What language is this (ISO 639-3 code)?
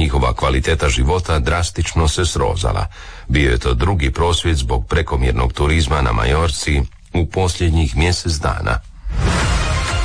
hrv